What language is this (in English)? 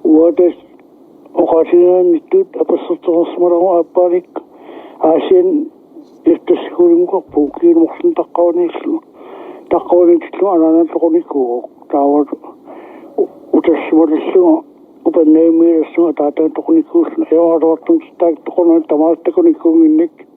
Kalaallisut